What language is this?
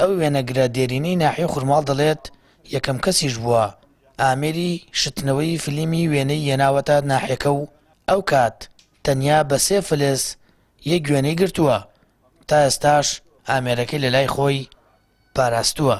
Central Kurdish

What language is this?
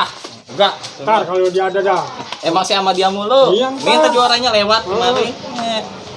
Betawi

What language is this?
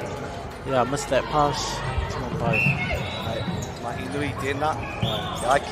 Māori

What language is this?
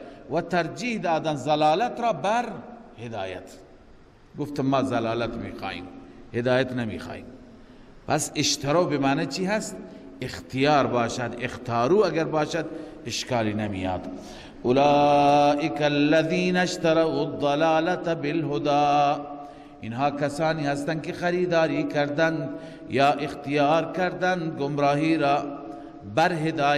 Persian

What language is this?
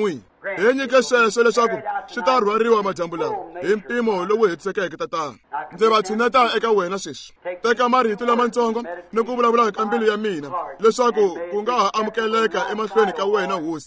Tsonga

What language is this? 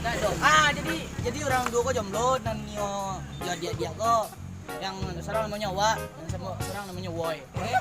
Minangkabau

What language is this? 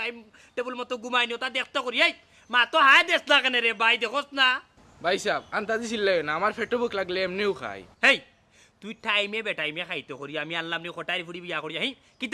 Sylheti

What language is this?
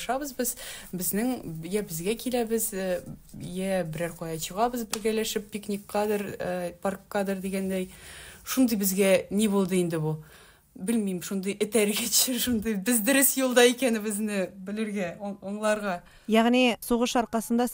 Tatar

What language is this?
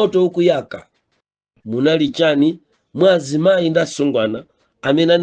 Nyanja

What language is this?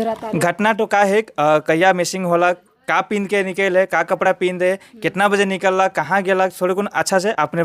Sadri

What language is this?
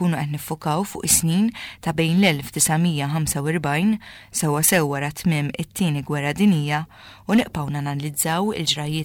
Maltese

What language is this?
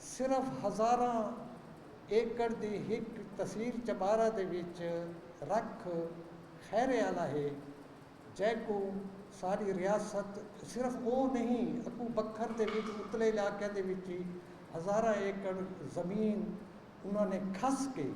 Saraiki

